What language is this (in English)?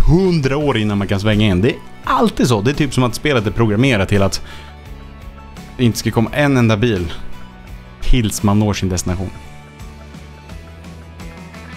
Swedish